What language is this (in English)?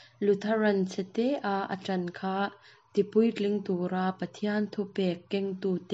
Mizo